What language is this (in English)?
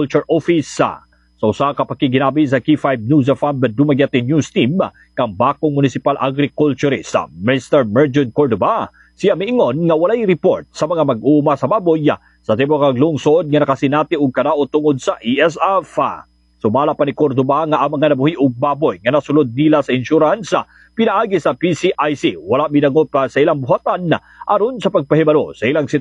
Cebuano